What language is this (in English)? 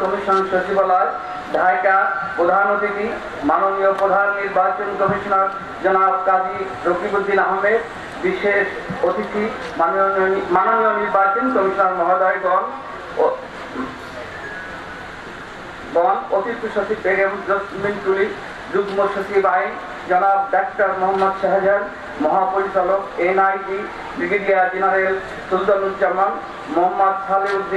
Bangla